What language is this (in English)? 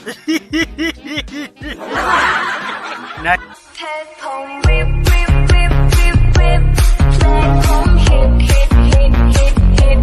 Cebuano